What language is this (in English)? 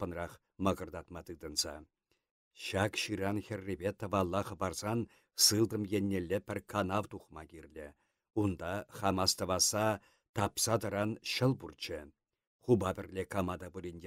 Chuvash